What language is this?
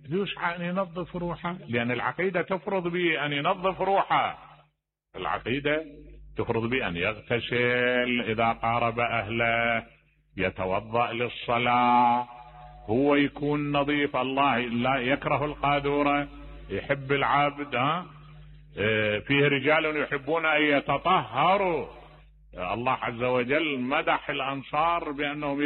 Mesopotamian Arabic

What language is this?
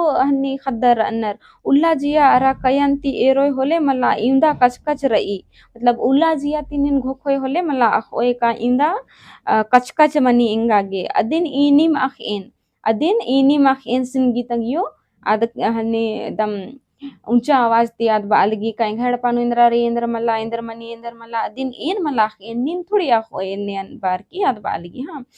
Kurukh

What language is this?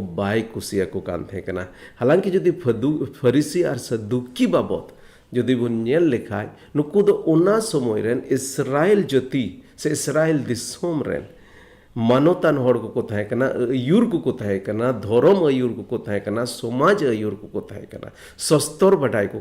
Santali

